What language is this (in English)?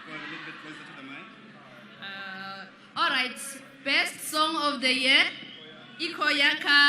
Venda